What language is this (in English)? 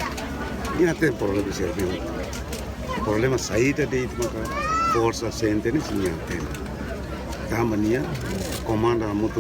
Tetum